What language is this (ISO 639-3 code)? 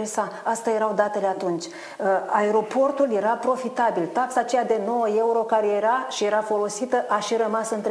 ron